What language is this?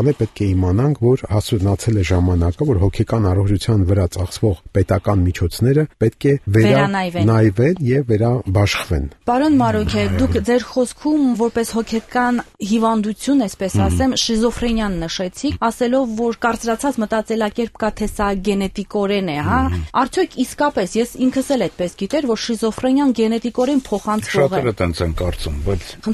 Armenian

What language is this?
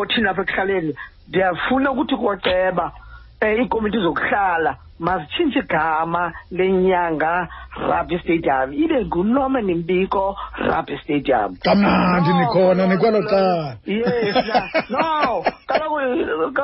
Xhosa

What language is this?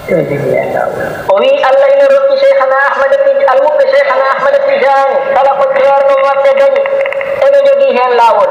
Fula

